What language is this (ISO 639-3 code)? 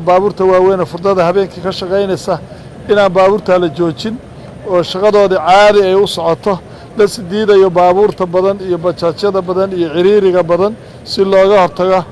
som